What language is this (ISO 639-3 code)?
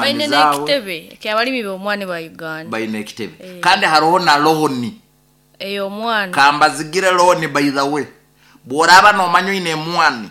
nyn